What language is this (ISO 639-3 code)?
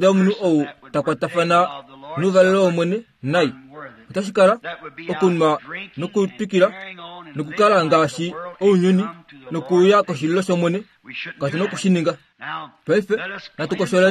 kua